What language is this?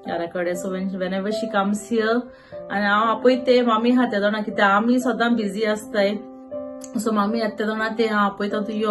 Konkani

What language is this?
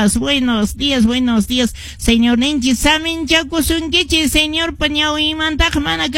Quechua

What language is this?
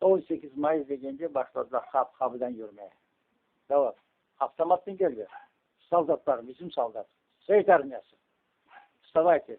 Crimean Tatar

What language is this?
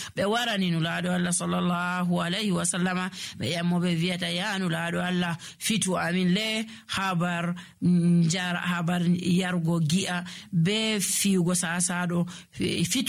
Nigerian Fulfulde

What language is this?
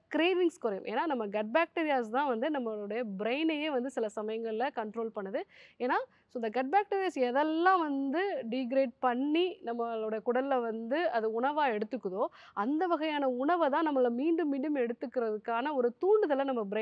Tamil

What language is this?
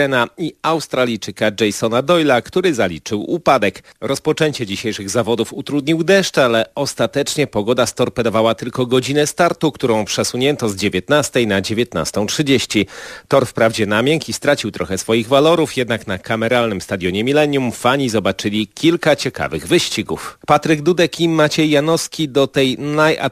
Polish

